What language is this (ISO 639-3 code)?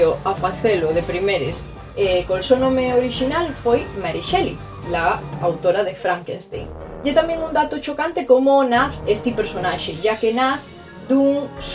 ast